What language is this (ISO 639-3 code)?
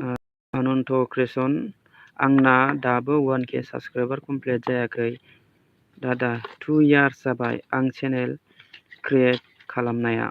brx